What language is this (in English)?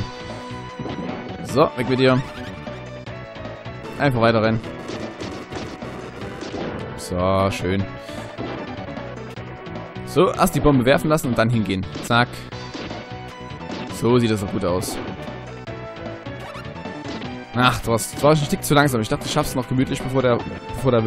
German